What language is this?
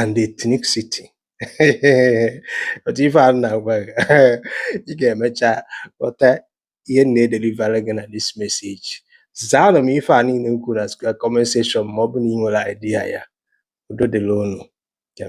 Igbo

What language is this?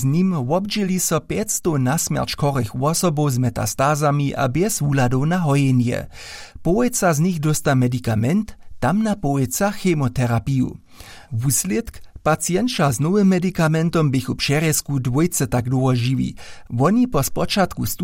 Upper Sorbian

